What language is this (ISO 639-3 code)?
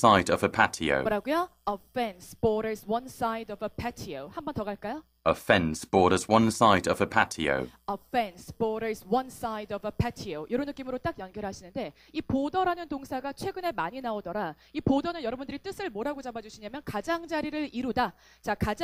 kor